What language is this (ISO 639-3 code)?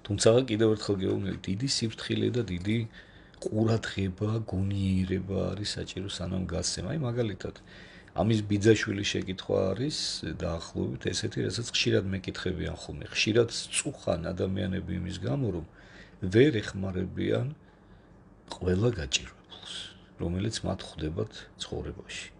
kat